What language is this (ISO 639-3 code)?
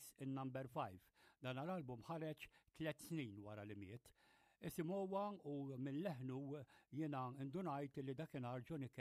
mlt